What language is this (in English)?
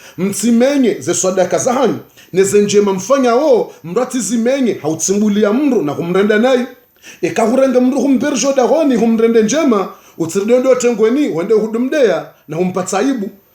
Ngazidja Comorian